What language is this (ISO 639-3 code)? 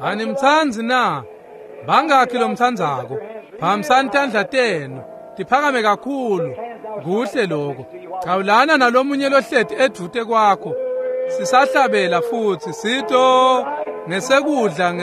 ssw